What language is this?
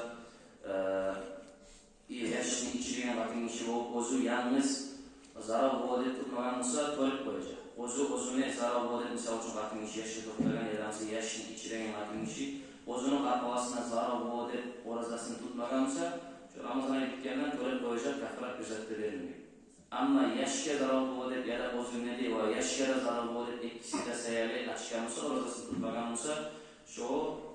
Kumyk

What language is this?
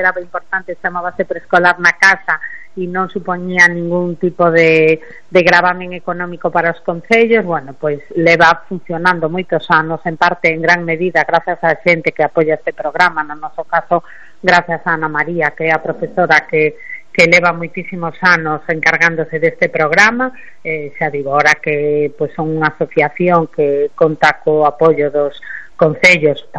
Galician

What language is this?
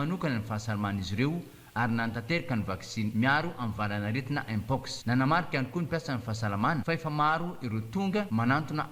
Malagasy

